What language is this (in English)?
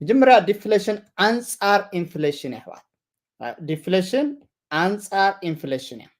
Tigrinya